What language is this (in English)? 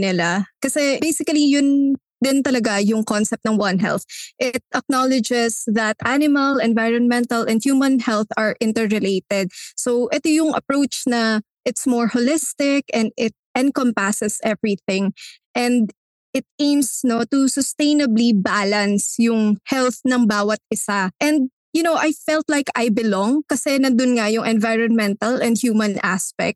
Filipino